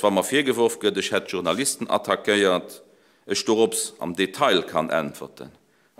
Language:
Luxembourgish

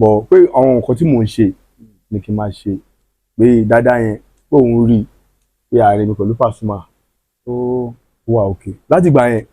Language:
Yoruba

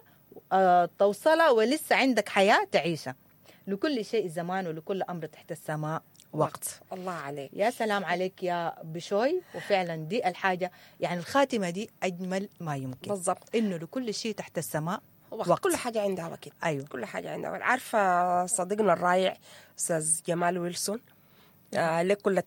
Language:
Sudanese Arabic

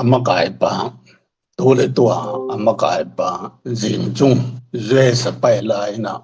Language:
Tedim Chin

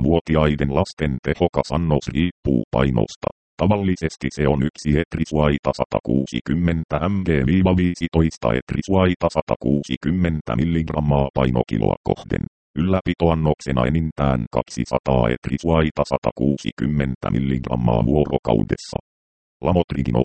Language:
Finnish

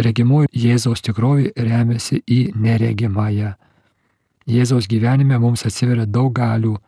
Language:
Lithuanian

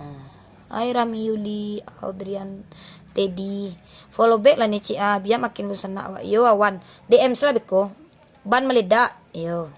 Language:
Minangkabau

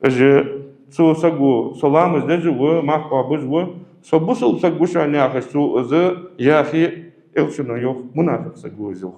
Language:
Ingush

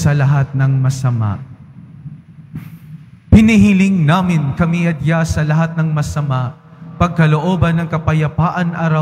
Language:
Filipino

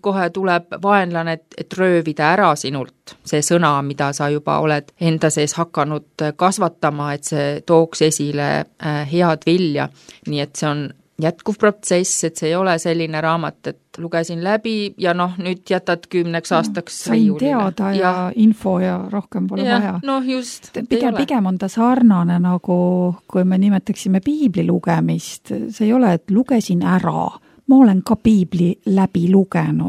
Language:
Estonian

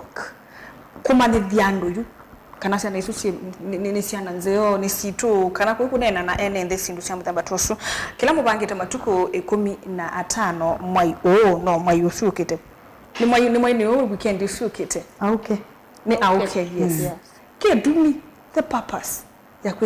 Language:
Kamba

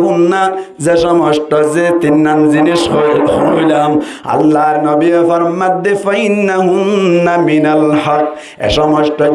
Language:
Rohingya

